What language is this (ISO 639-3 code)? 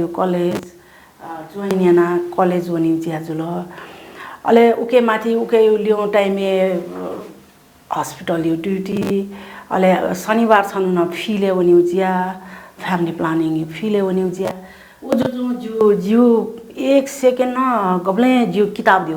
new